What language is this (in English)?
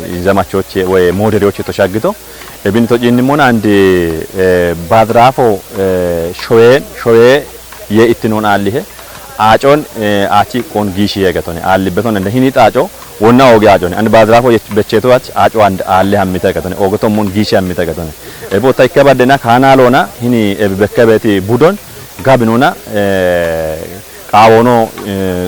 Kafa